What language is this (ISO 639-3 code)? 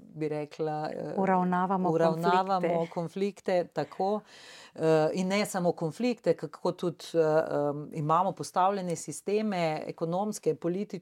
slv